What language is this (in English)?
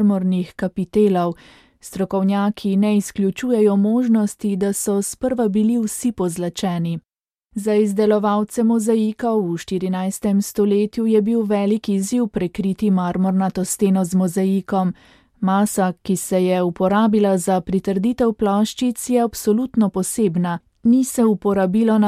Slovenian